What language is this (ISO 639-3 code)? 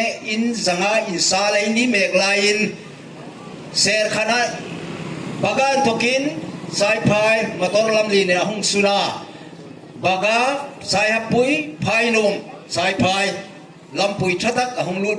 hmr